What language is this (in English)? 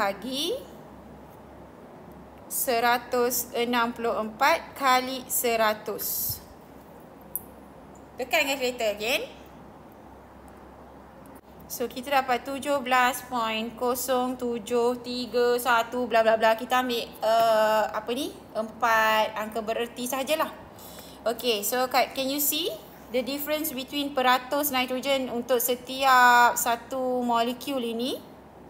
Malay